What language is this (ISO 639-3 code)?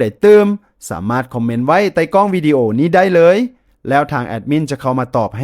lao